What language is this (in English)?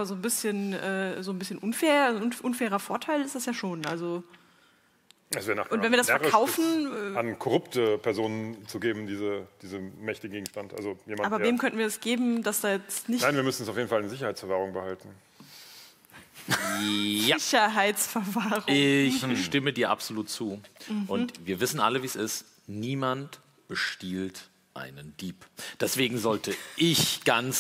German